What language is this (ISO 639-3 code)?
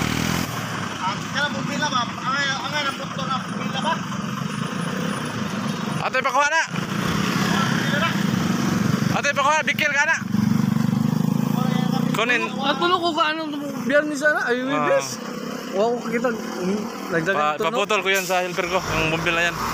fil